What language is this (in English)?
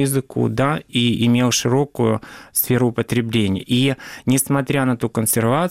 Russian